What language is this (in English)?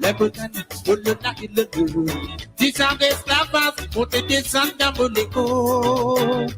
Morisyen